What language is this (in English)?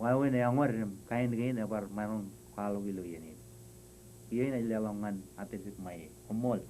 Marshallese